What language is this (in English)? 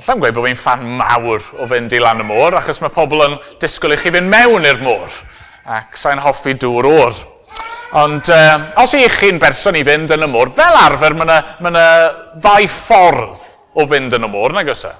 Welsh